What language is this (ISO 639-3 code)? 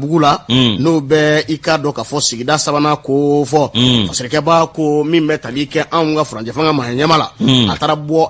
bam